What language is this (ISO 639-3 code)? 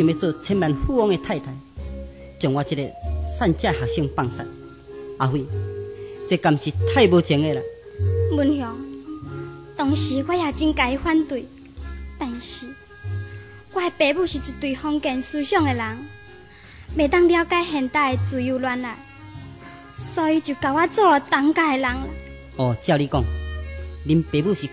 nan